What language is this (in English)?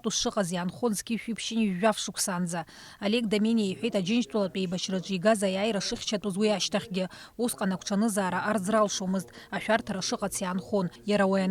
Abkhazian